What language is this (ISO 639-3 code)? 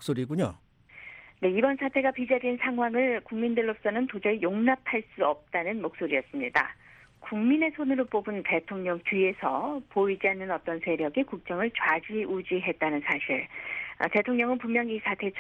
kor